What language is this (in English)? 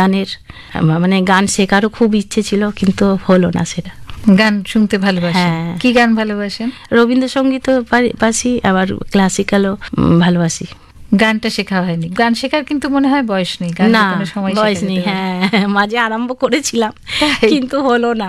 Bangla